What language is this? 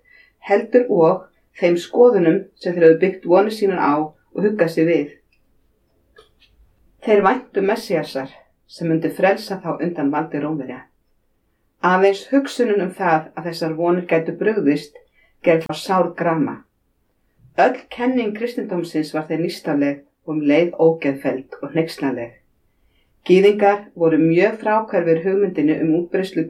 Icelandic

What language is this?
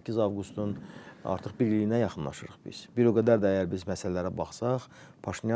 Azerbaijani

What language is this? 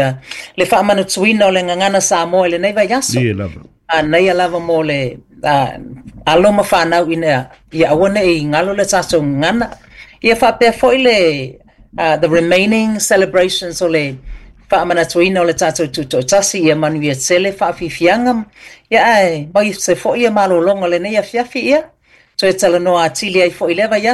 Samoan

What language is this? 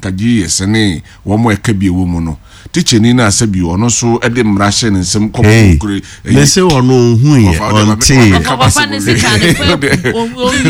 Akan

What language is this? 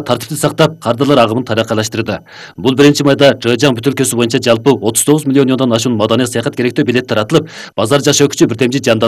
Kyrgyz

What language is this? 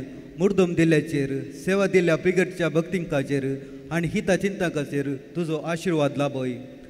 Konkani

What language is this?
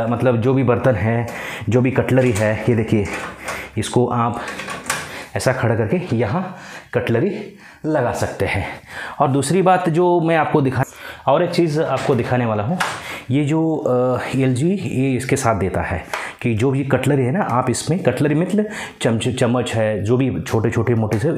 Hindi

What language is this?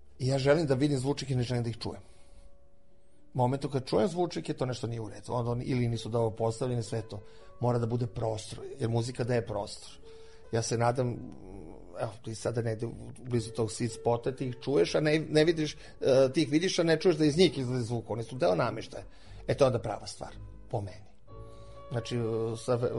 Serbian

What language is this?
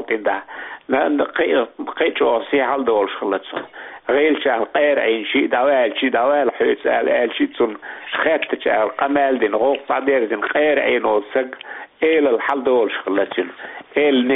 Chechen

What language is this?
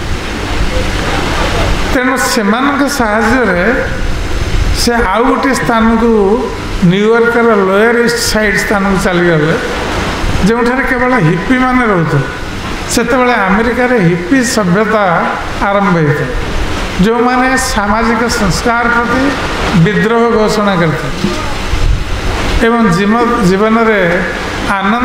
Odia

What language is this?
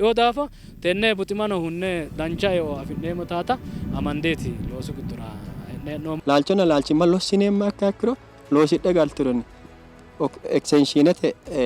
Sidamo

